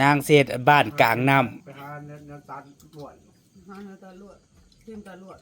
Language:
Northeastern Thai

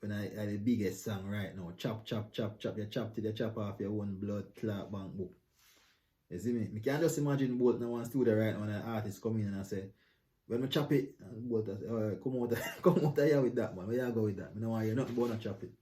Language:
Jamaican Creole English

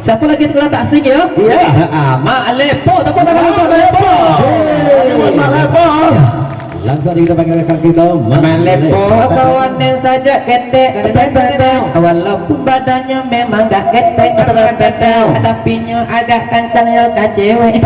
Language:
Minangkabau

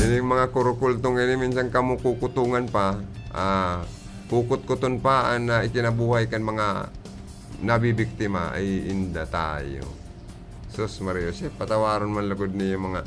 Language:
Bikol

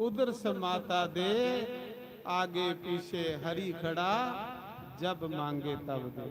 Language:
Dogri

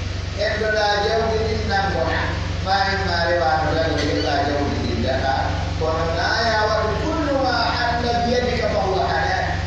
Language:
Pular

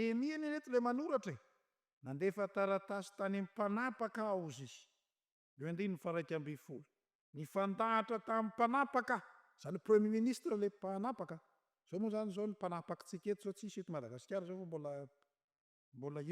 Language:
Malagasy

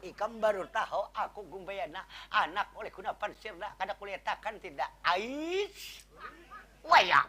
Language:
Banjar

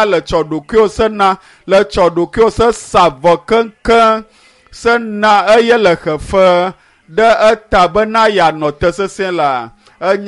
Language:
Ewe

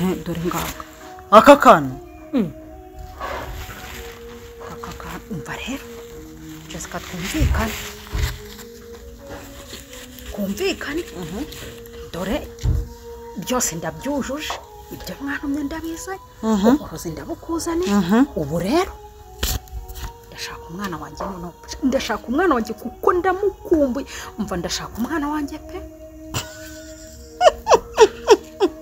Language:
Kinyarwanda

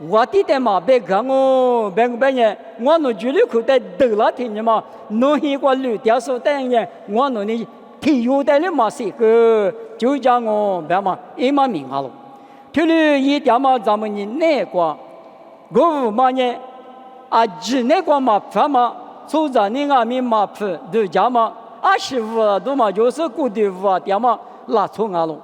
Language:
Lisu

